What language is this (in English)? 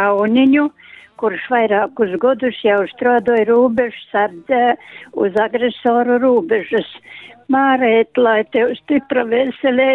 Latgalian